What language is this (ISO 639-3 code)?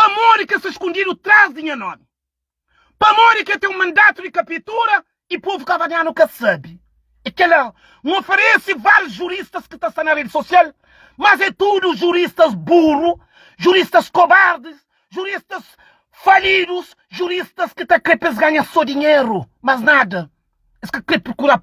kea